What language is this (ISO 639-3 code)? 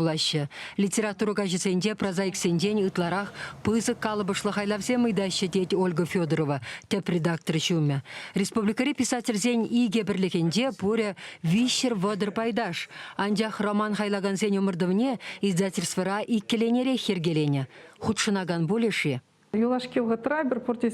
chv